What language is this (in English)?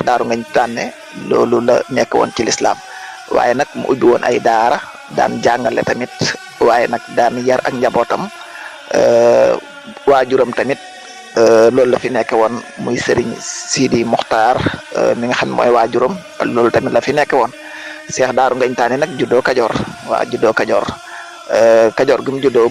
Wolof